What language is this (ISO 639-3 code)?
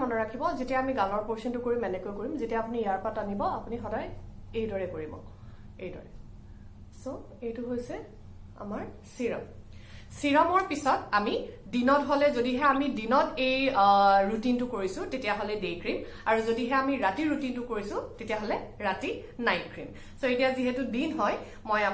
asm